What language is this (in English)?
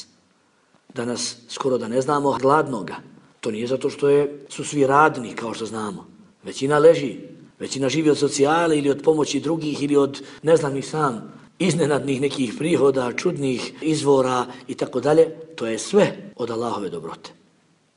Bosnian